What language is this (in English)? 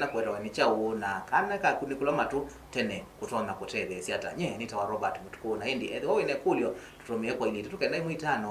Kamba